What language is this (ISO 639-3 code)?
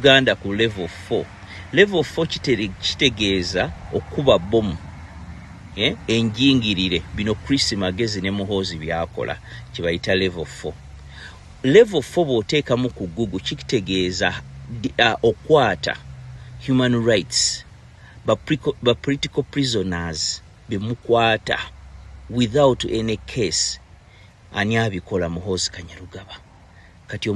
lug